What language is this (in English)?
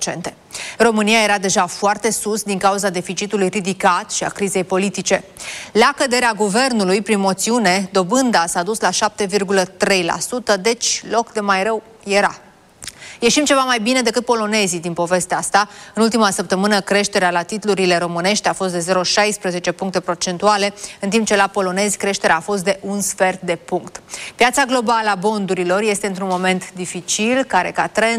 Romanian